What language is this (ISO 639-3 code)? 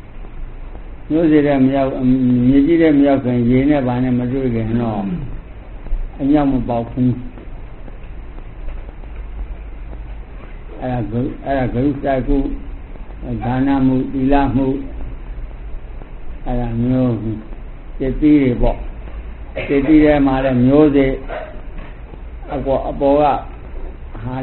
mya